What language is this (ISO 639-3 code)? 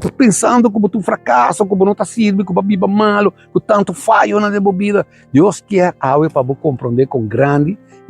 pap